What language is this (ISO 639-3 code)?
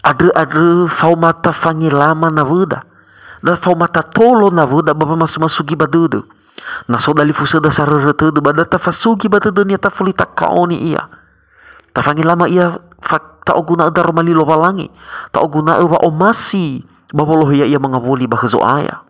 nia